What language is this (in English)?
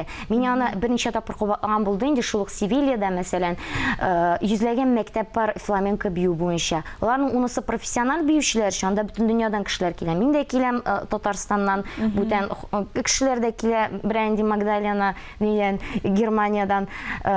Tatar